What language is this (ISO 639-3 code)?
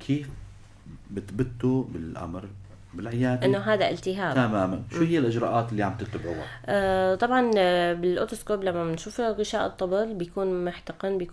apc